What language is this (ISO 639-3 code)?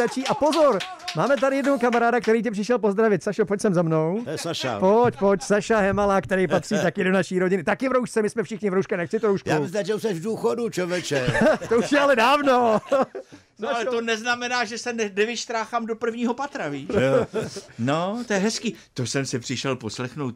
ces